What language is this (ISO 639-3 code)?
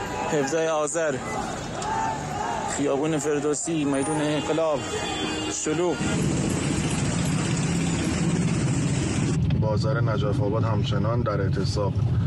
fas